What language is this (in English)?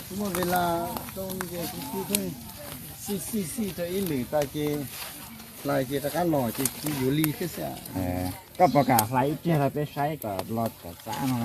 Hmong